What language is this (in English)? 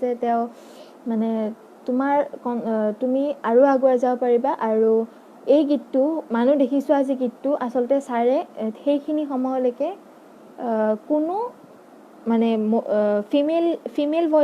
Assamese